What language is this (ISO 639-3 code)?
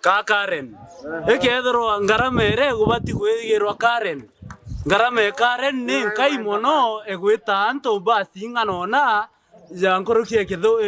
mer